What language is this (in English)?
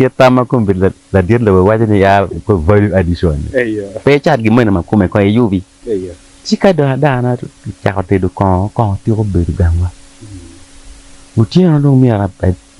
Acoli